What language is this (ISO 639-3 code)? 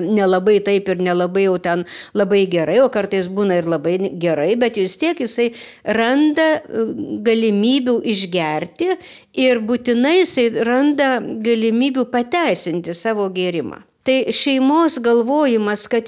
lit